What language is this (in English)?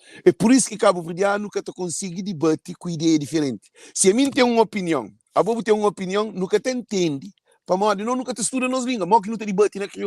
Kabuverdianu